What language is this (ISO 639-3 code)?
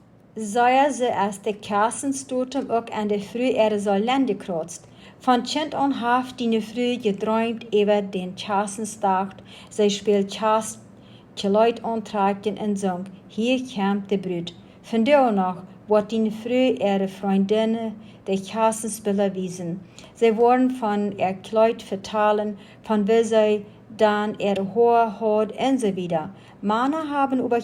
pdt